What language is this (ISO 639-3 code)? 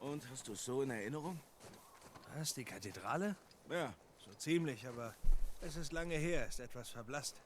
gsw